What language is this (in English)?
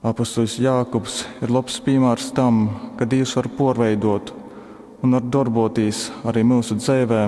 Latgalian